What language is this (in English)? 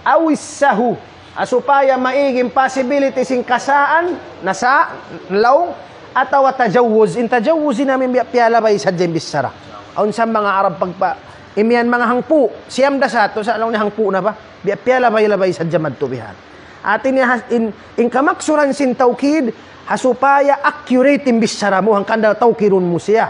Tausug